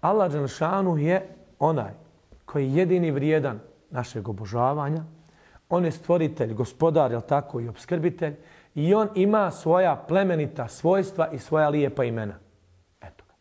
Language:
Bosnian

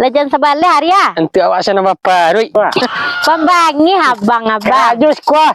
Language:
Minangkabau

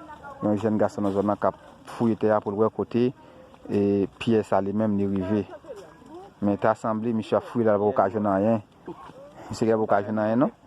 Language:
Haitian Creole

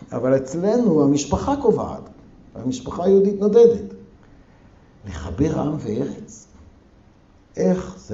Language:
Hebrew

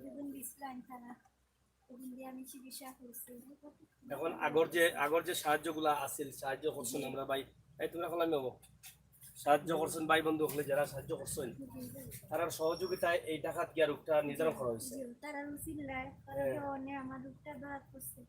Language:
Sylheti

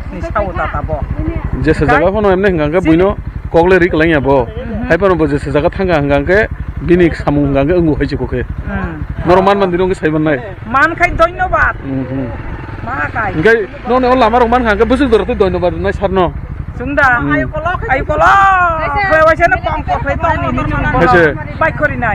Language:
Kok Borok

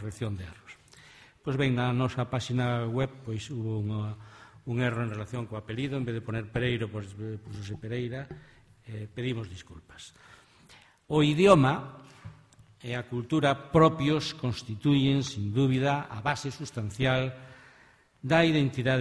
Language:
Galician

